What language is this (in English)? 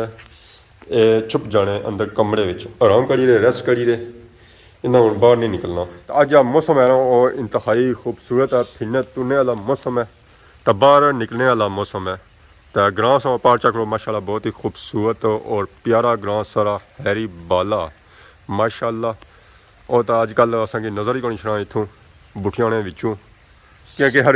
Pahari-Potwari